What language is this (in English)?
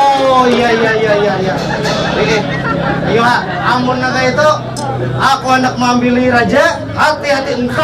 Banjar